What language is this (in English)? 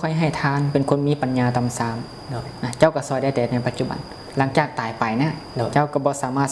Lao